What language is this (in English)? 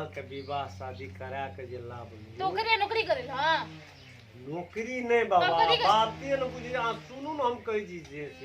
Maithili